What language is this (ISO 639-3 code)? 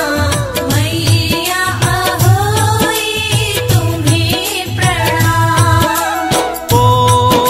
hin